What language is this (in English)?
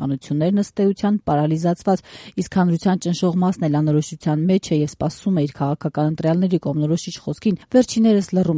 Armenian